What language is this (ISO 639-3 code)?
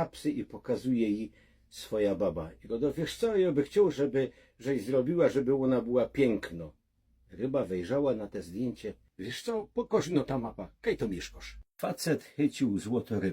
szl